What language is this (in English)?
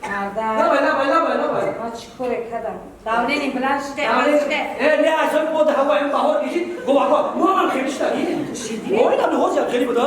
Tajik